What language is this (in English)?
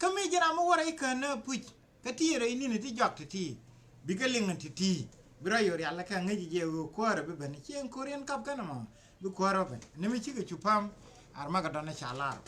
Nuer